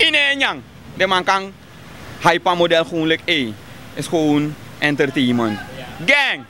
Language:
Sranan Tongo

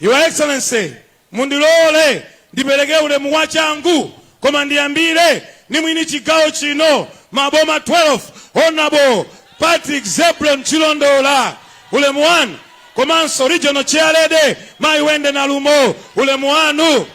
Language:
Nyanja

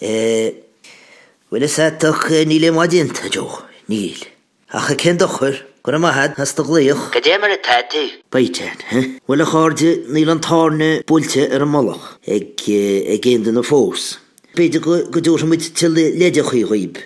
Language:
Irish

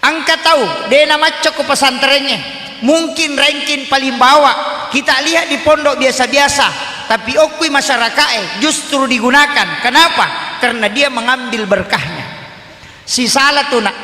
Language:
Buginese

